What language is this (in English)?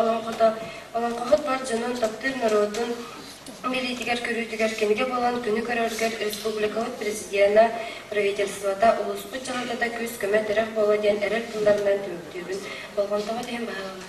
Yakut